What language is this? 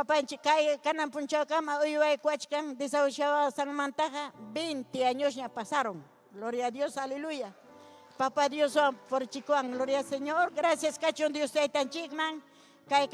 Ayacucho Quechua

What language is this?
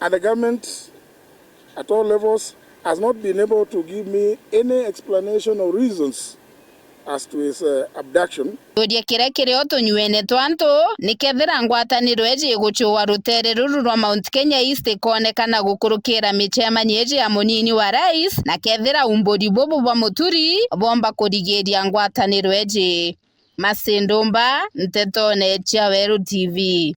Meru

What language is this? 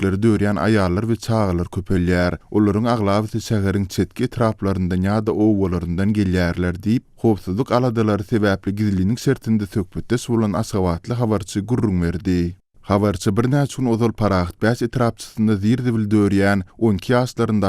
Turkmen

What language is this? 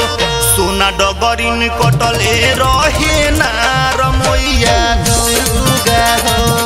Bhojpuri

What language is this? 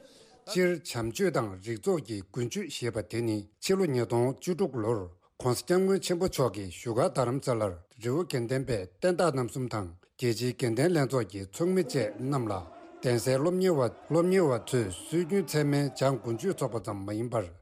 Tibetan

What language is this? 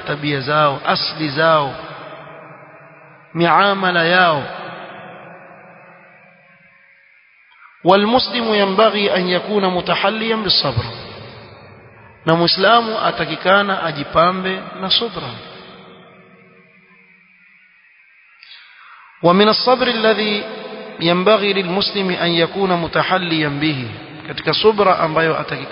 Swahili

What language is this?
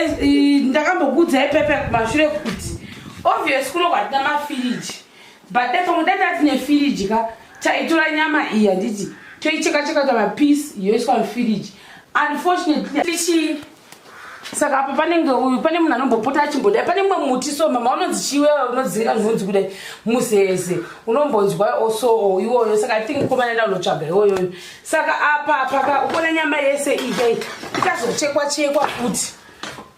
Shona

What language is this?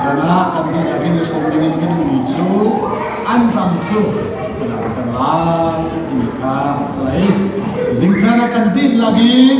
Hakha Chin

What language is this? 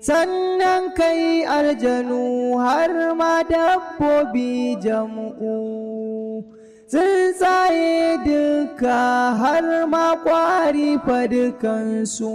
Hausa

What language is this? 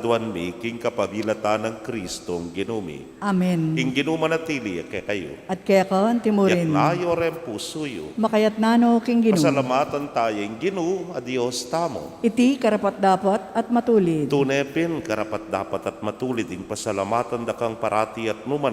Pampanga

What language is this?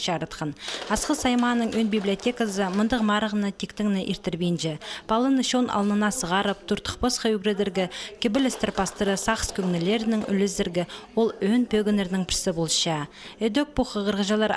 Khakas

